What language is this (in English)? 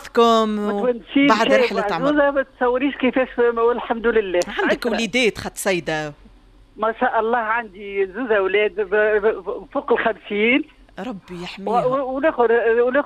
Tunisian Arabic